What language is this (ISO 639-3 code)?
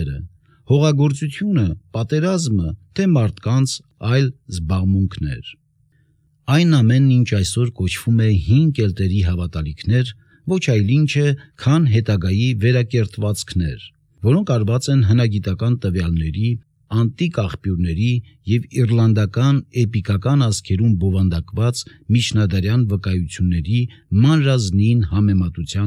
hye